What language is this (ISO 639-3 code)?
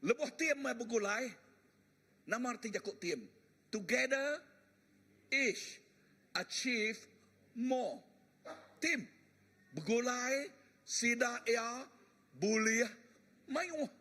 iba